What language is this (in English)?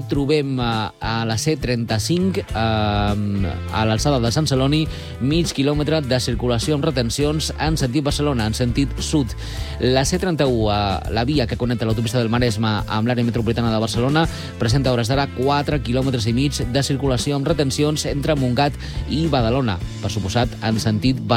Catalan